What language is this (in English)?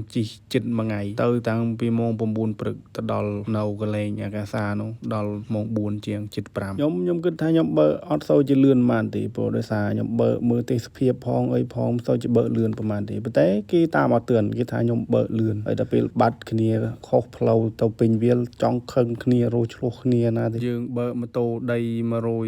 Khmer